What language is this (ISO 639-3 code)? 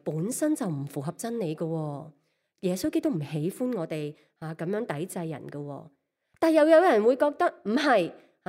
yue